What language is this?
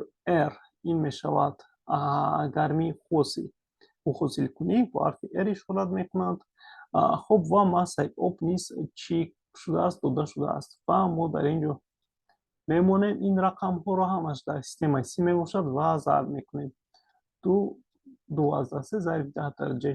Tajik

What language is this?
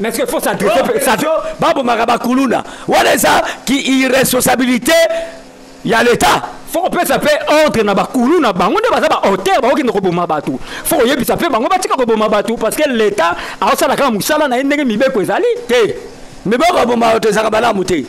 Lingala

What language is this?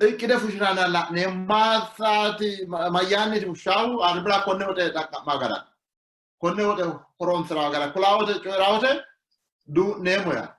Sidamo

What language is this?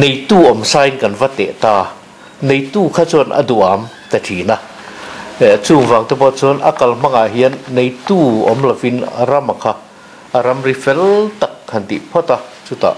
Mizo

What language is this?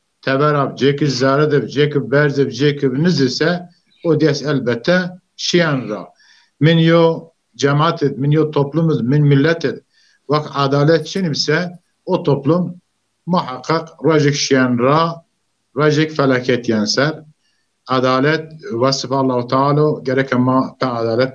Zaza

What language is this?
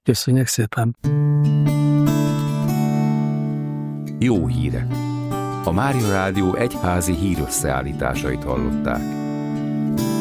Hungarian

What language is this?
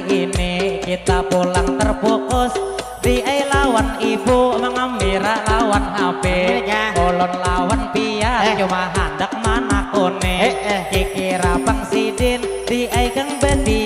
Banjar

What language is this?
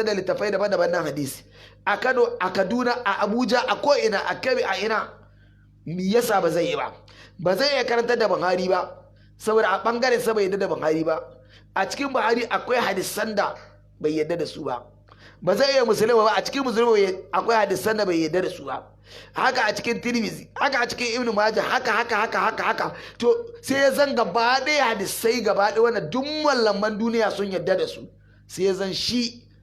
Hausa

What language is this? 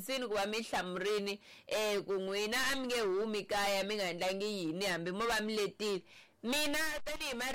Tsonga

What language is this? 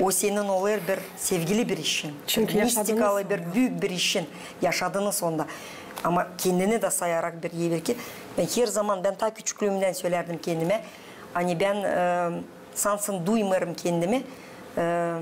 Gagauz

